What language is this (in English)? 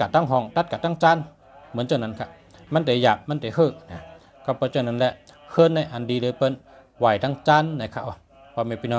Shan